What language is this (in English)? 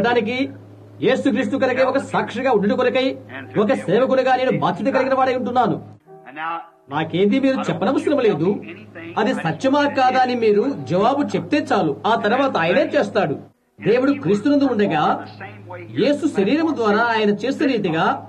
Telugu